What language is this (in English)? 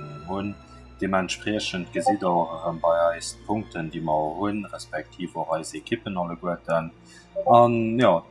Luxembourgish